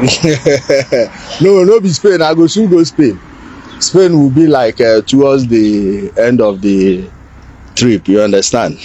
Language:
Nigerian Pidgin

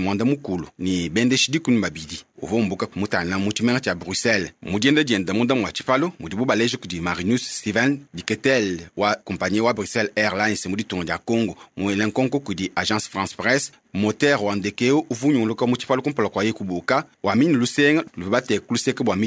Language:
Luba-Lulua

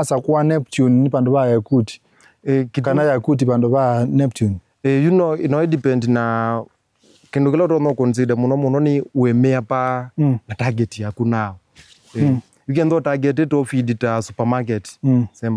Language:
Kamba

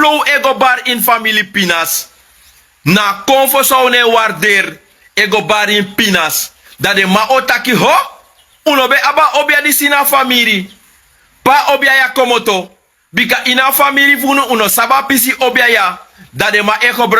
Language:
Sranan Tongo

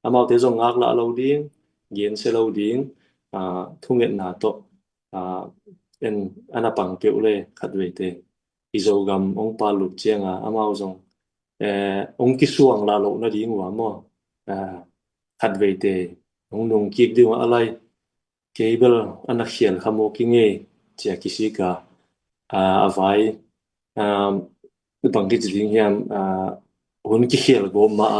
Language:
Tedim Chin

